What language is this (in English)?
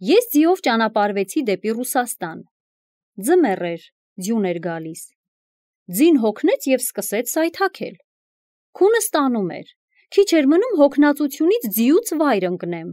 Armenian